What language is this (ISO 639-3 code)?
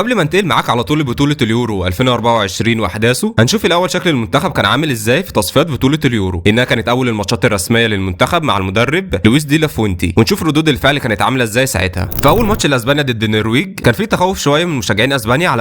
arz